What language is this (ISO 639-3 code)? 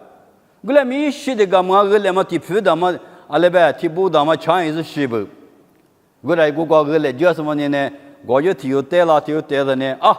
lis